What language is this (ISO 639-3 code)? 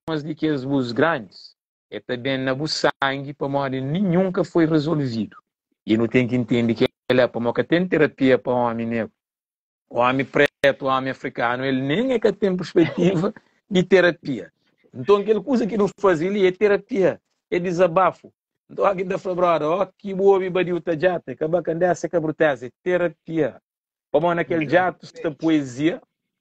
kea